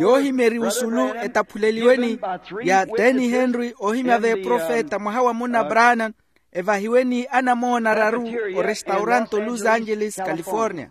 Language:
Makhuwa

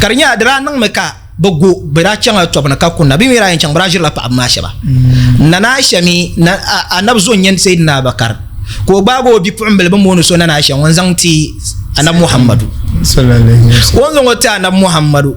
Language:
Dagbani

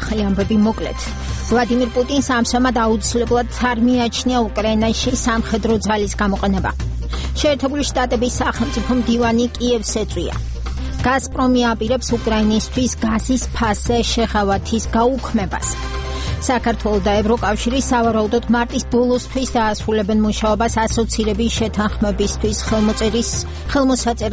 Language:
Georgian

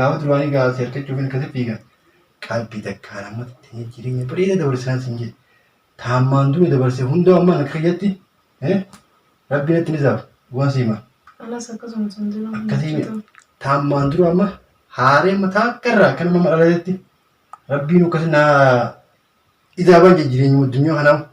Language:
Oromo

